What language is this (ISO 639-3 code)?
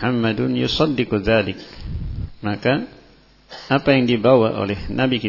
ind